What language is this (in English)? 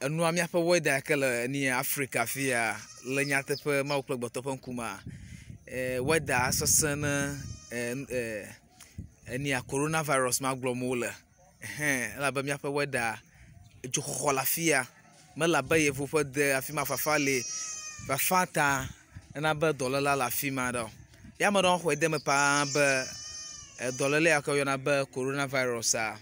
Ewe